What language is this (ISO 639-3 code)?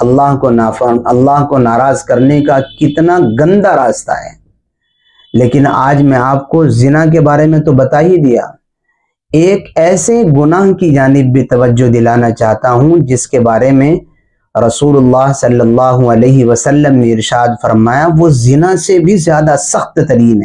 urd